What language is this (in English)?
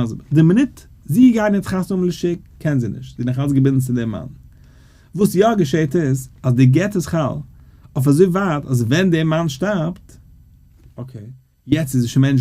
Yiddish